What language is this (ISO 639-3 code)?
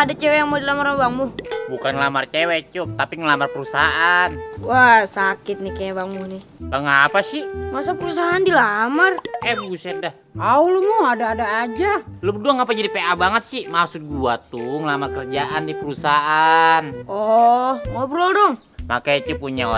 bew